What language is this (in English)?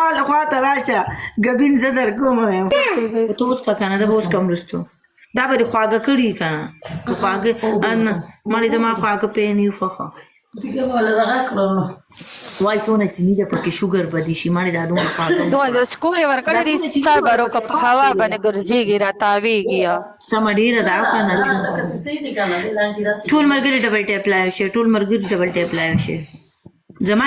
Pashto